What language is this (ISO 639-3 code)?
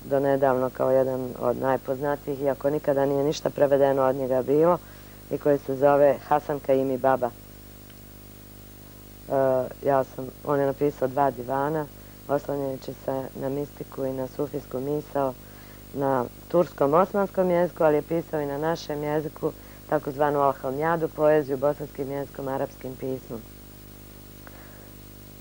bos